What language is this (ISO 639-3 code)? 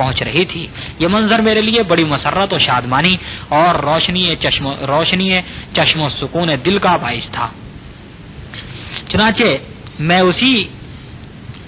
urd